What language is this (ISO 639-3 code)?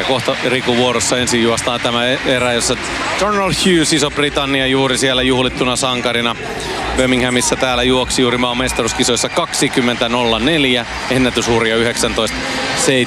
fin